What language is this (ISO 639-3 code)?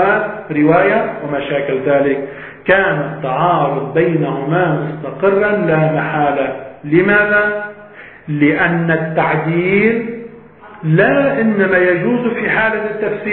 ara